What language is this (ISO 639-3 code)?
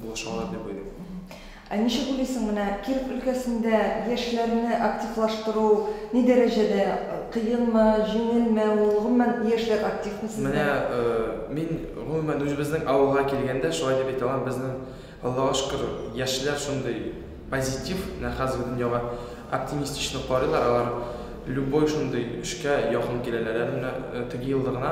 tat